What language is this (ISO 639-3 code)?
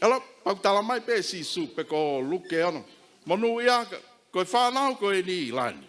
ton